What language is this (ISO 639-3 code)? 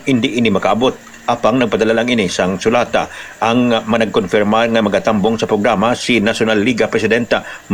hil